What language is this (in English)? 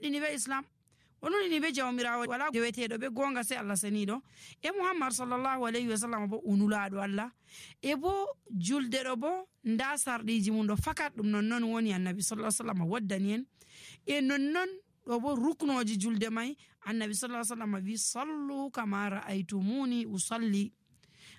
Nigerian Fulfulde